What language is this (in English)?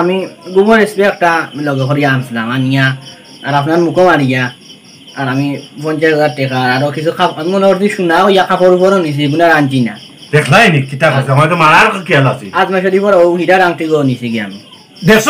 Sylheti